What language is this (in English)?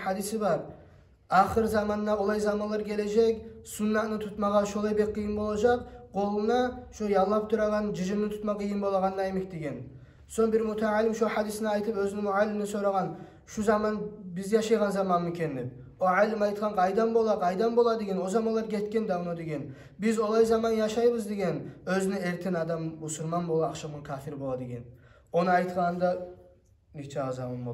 Kumyk